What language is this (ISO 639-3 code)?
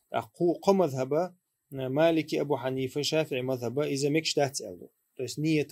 che